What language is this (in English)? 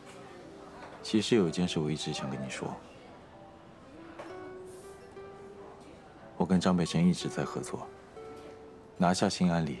Chinese